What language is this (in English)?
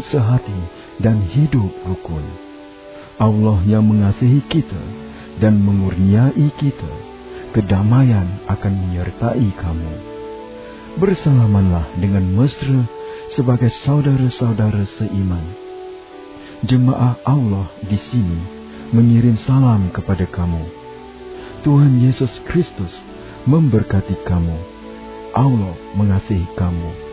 Malay